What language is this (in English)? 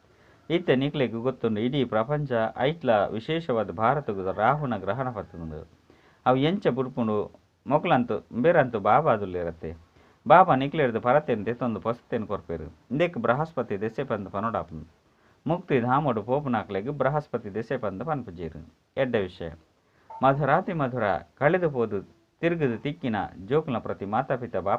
Tulu